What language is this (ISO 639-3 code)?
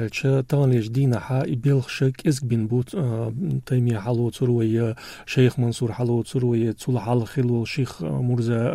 che